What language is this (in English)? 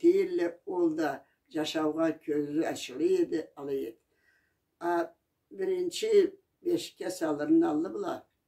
Karachay-Balkar